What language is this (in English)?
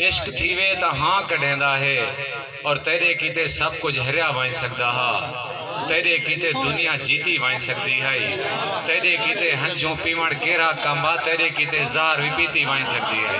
Saraiki